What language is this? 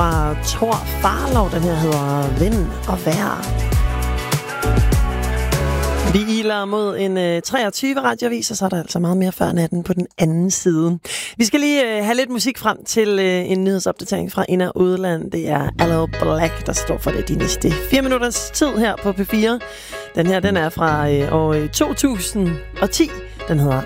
Danish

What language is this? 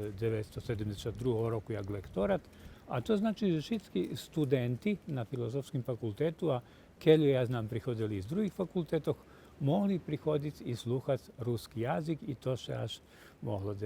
Rusyn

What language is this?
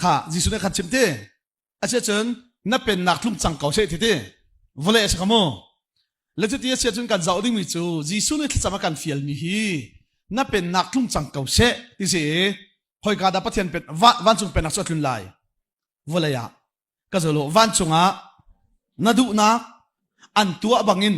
Hakha Chin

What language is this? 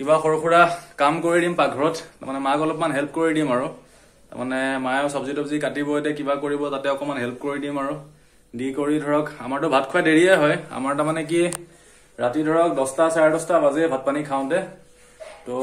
Assamese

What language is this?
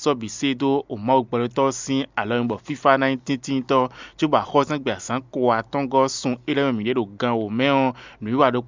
Fon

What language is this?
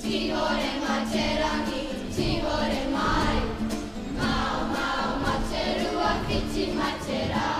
Māori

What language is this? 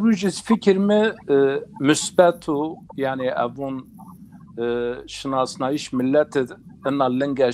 Zaza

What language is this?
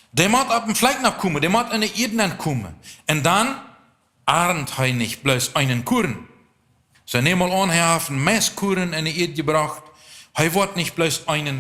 Plautdietsch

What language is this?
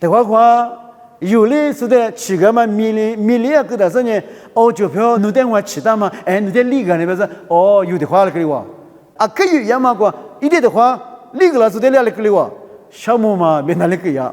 Lisu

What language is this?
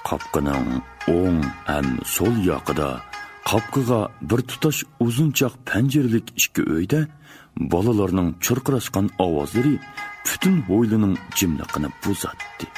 Uyghur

